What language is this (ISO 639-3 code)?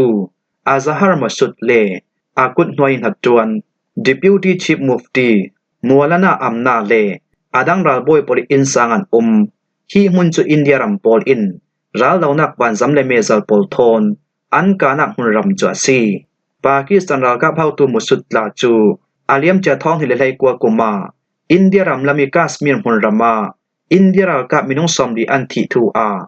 cfm